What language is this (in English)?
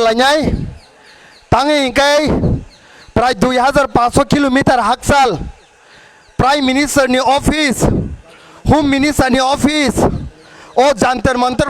Kok Borok